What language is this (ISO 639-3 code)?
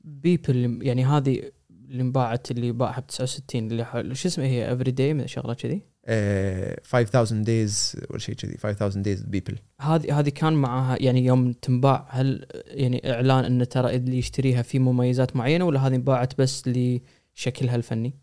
afb